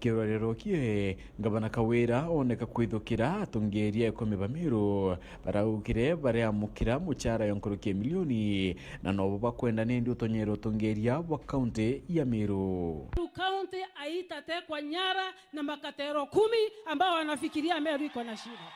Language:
Meru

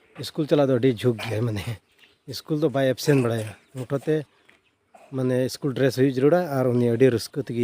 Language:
Santali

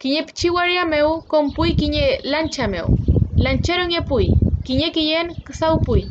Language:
Mapuche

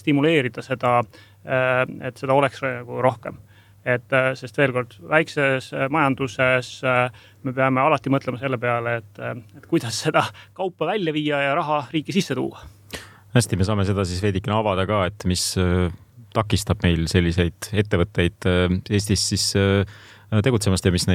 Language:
Estonian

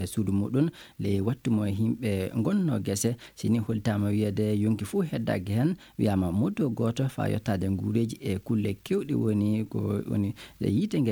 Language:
Fula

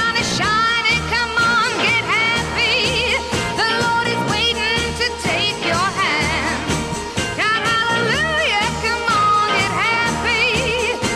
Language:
English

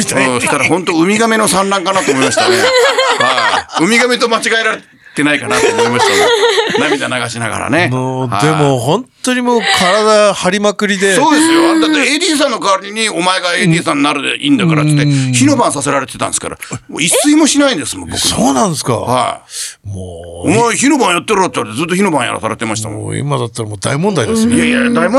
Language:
Japanese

